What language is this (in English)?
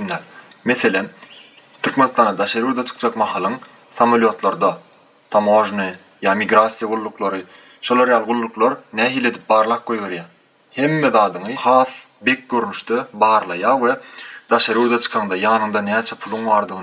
Turkmen